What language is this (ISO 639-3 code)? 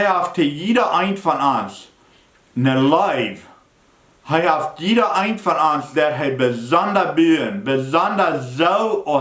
pdt